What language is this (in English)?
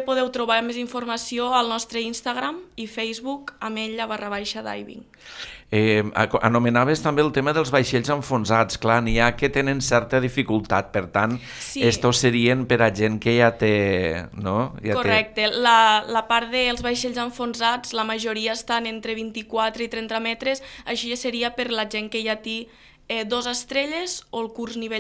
Catalan